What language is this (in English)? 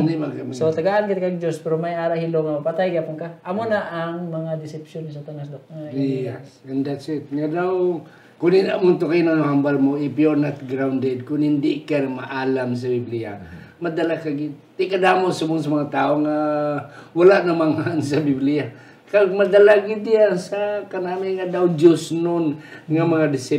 Hiligaynon